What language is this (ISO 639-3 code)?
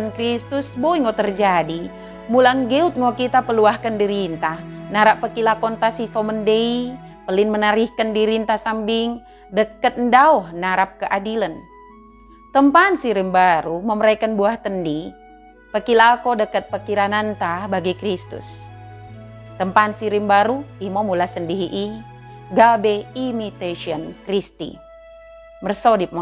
btd